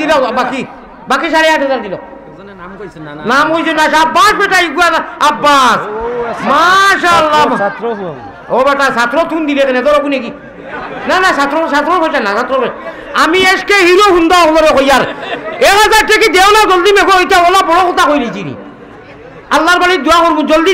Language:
Sylheti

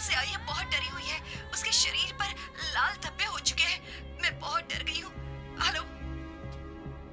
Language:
Hindi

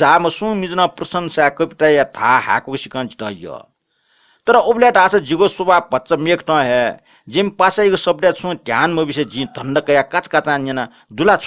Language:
Newari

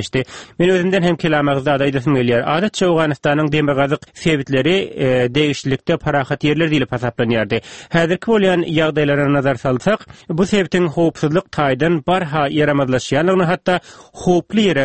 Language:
Turkmen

